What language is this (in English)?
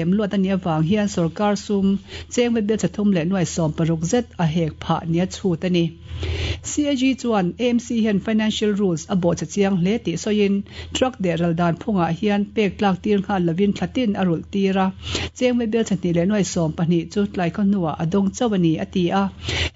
Mizo